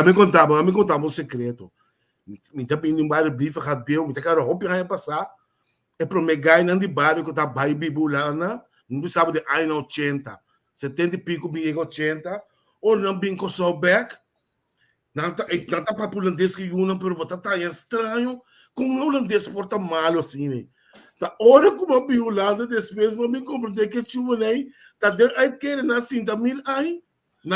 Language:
Papiamento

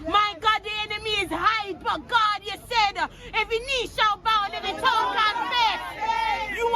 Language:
Jamaican Creole English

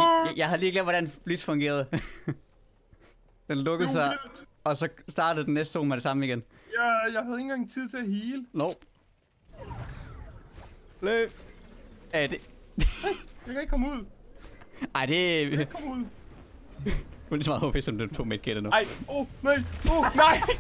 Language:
Danish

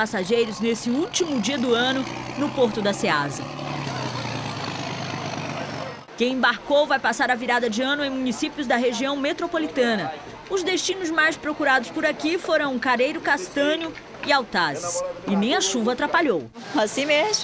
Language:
Portuguese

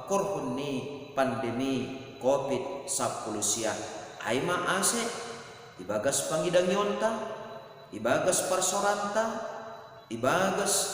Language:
Batak Simalungun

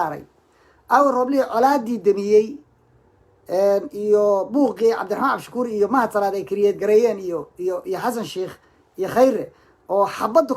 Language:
Somali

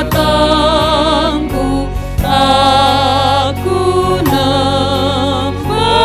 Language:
Batak Karo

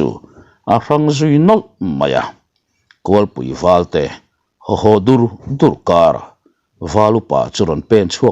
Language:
Mizo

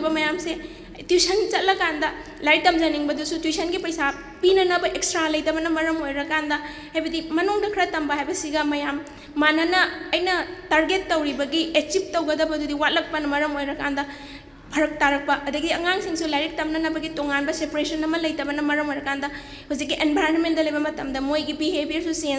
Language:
Manipuri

